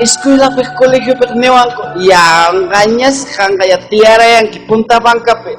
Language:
Ayacucho Quechua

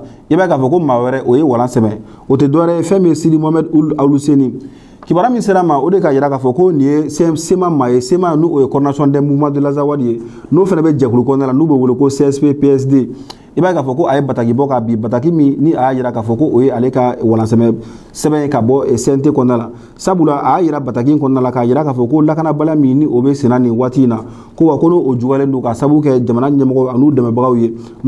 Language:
Bambara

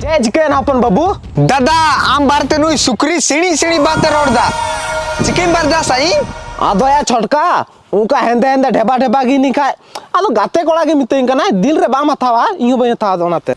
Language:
Santali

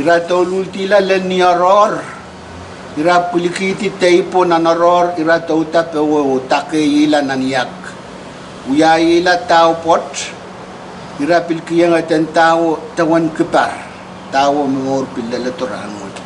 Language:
Pohnpeian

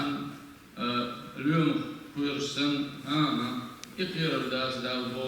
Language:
Chechen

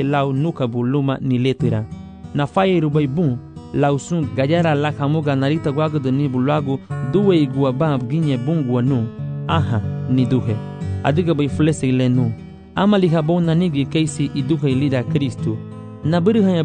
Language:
Garifuna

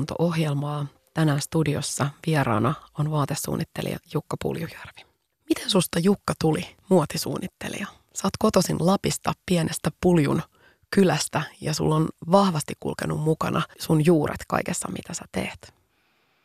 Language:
Finnish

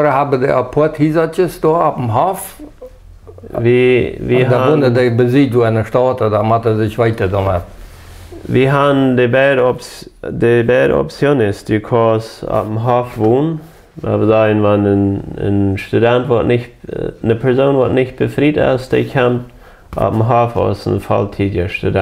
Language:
Plautdietsch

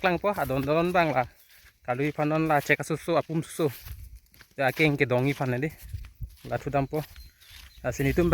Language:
Karbi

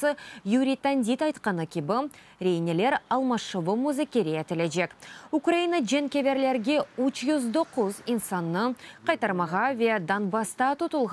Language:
Crimean Tatar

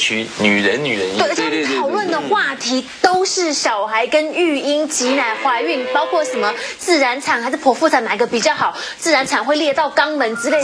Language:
Chinese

